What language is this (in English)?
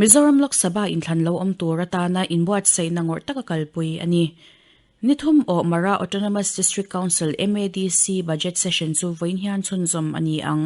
Mizo